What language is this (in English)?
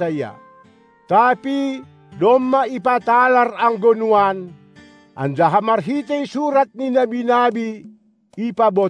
Batak Simalungun